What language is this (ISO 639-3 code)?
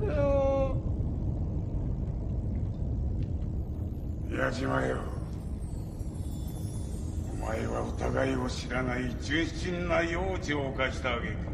jpn